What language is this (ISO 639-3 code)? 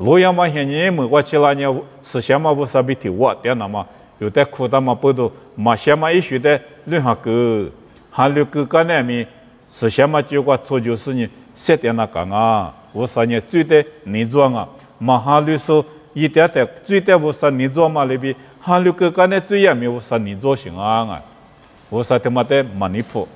lis